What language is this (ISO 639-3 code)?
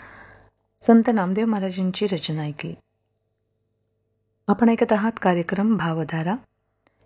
mar